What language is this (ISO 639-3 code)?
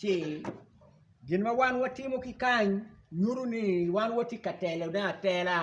ach